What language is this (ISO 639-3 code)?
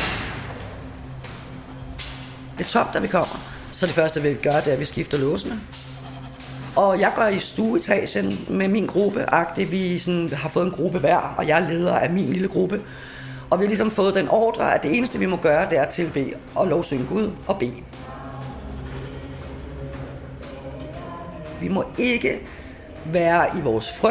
dan